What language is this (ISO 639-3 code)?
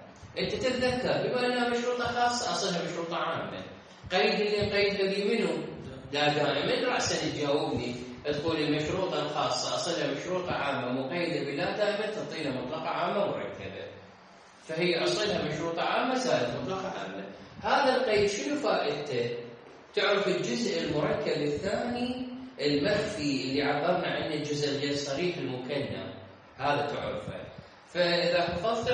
acm